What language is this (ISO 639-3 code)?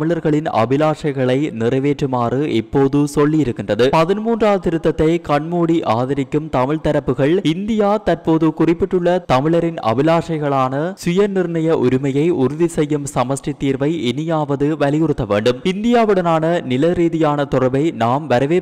tam